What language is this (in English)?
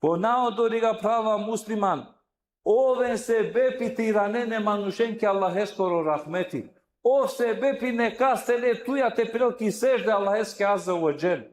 Balkan Romani